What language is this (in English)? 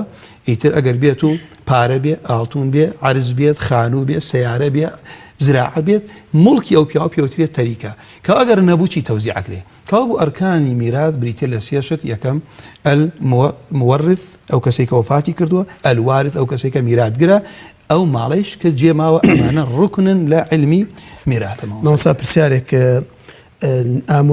Central Kurdish